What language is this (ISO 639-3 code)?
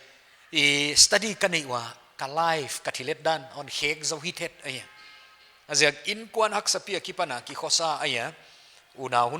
pck